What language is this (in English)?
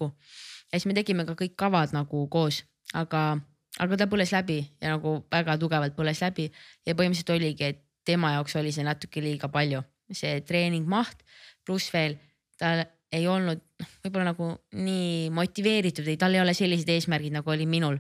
Estonian